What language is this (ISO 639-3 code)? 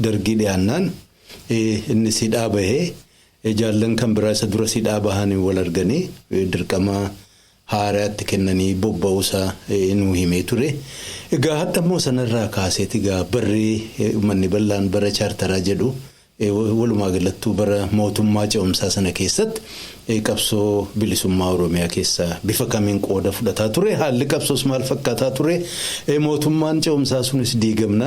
orm